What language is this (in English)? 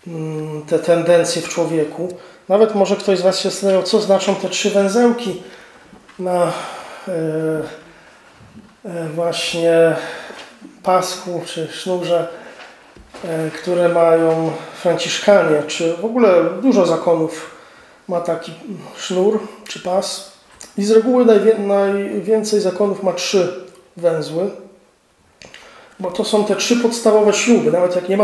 Polish